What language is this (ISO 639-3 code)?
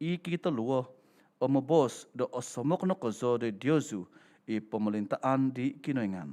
dtp